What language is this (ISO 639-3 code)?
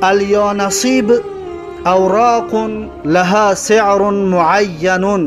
tgk